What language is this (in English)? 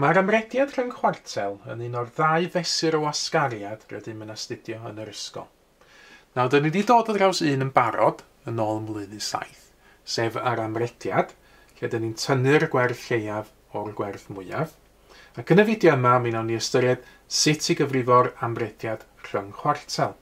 Welsh